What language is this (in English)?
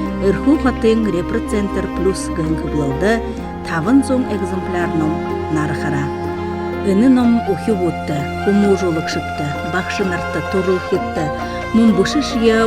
Buriat